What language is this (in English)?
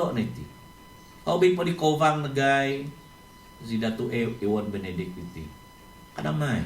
Central Dusun